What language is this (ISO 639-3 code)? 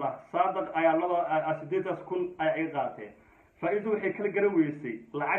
som